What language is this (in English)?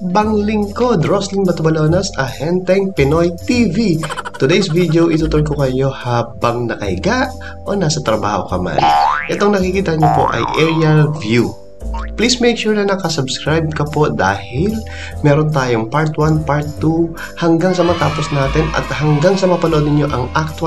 Filipino